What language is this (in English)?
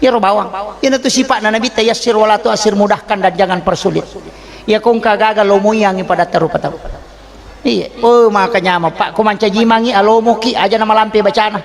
Buginese